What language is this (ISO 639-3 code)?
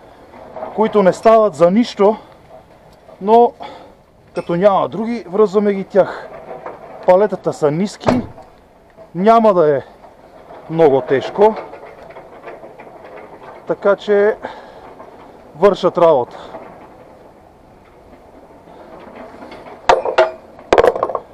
bul